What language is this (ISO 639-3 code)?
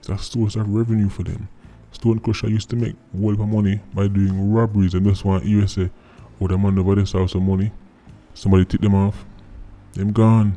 jam